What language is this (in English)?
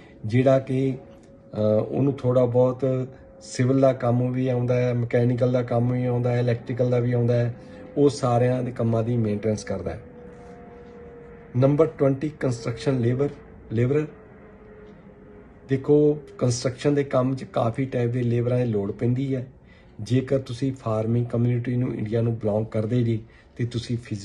Punjabi